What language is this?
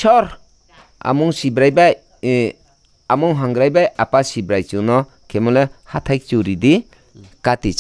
Riang (India)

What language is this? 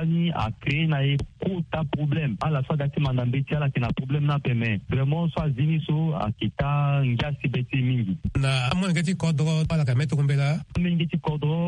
Sango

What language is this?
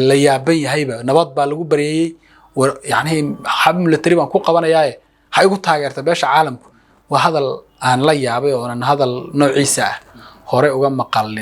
Somali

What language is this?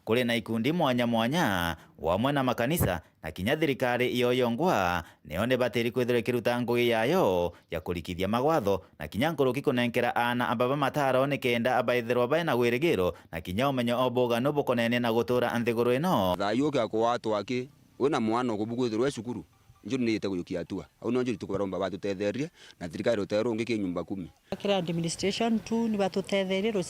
Meru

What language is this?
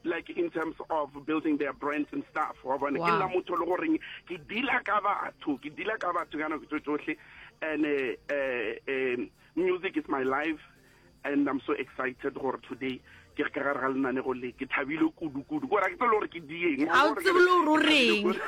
Northern Sotho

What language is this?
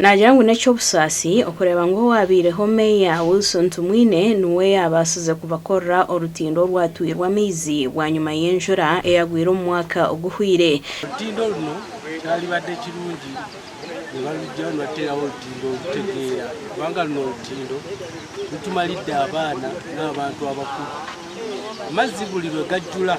Nyankole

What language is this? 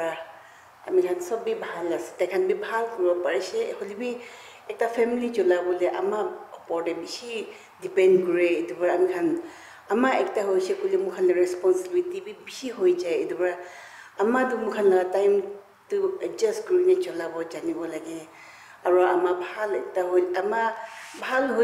Naga Pidgin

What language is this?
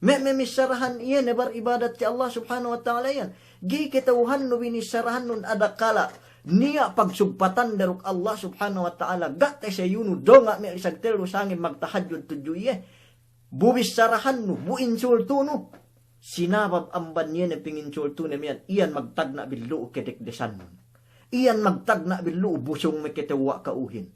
Yakan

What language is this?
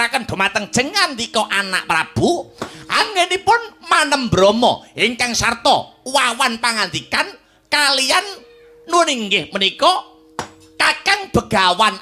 Javanese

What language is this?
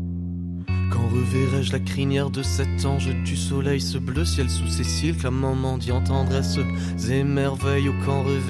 French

